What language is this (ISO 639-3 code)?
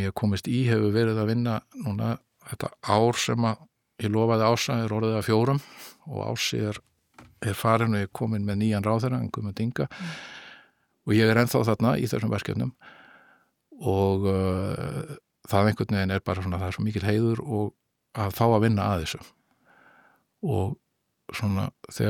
isl